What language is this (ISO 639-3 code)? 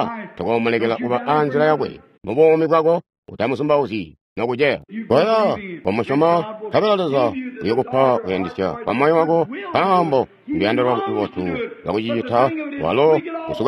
toi